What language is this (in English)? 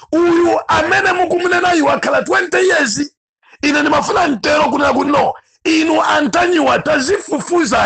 Nyanja